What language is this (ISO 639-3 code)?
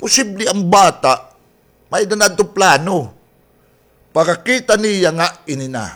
war